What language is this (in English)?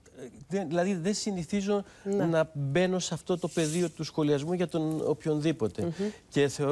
Greek